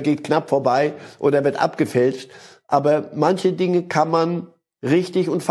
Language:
German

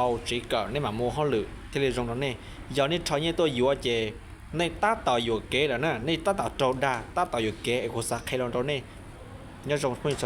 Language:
Hmong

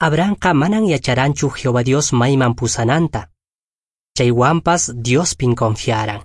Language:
Quechua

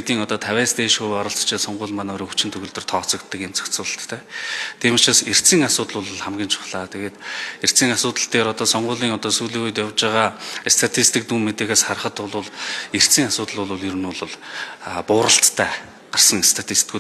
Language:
Mongolian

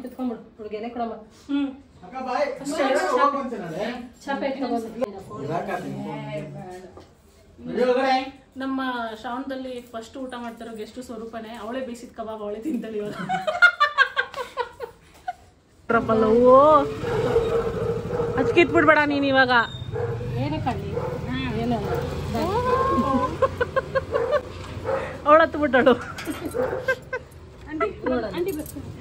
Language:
Kannada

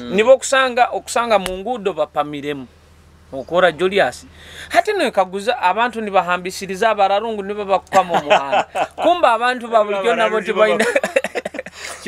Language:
Nyoro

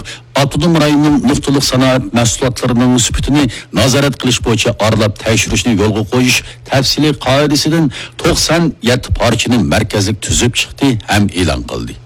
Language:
Uyghur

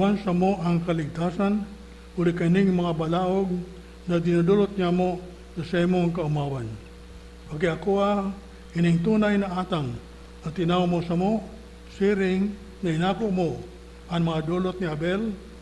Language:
Bikol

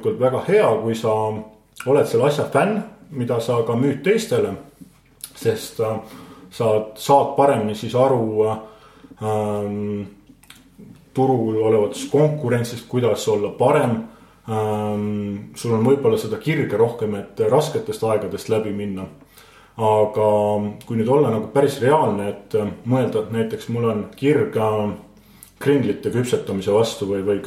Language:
Estonian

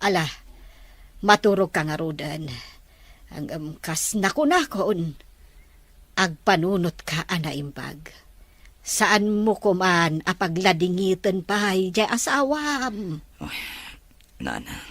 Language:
Iloko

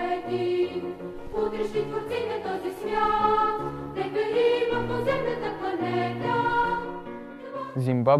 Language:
Bulgarian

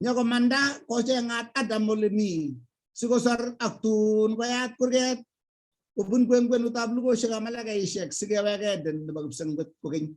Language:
Kalenjin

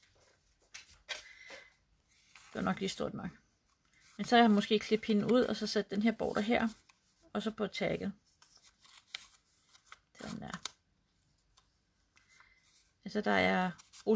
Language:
Danish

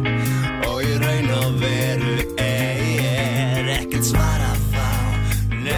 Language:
Icelandic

